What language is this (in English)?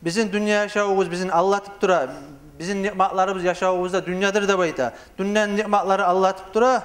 Kumyk